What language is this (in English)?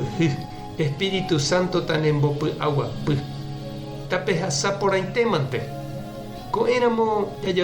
Guarani